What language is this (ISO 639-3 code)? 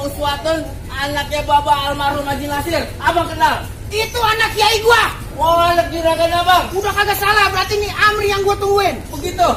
bew